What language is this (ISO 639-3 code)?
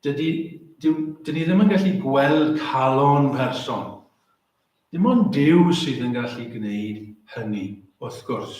cym